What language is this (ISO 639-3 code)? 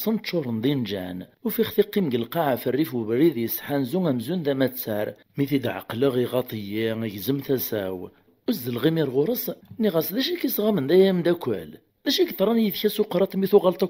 kab